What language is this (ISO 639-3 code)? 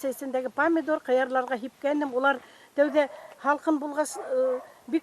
bak